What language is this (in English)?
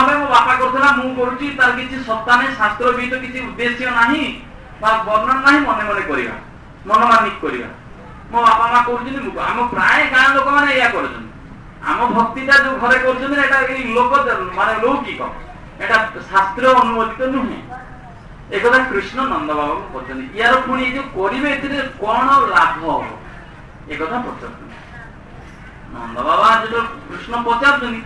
Odia